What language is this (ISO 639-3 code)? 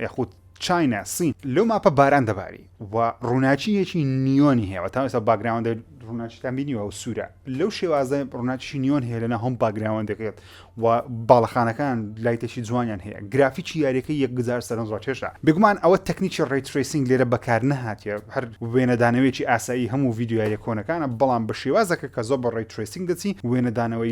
ckb